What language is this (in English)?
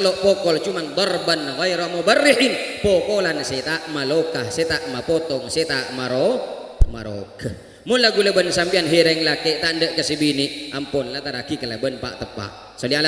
Madurese